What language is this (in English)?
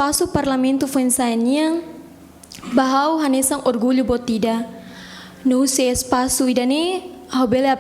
Tetum